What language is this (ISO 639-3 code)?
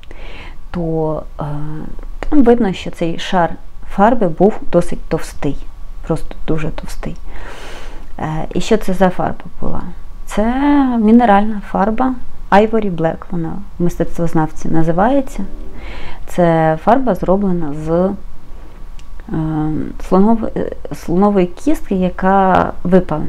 ukr